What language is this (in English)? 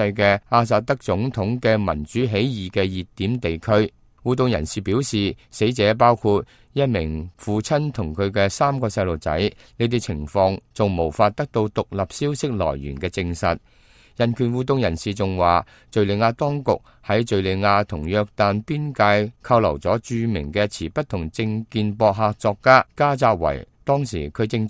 Cantonese